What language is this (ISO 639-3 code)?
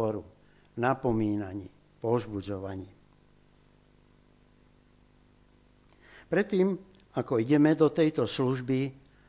slk